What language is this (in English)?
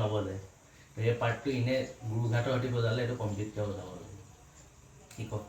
Assamese